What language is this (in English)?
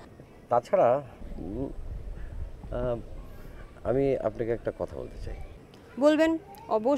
Bangla